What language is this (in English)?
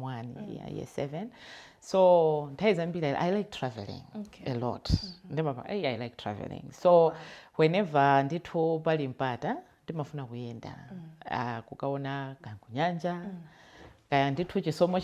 Nyanja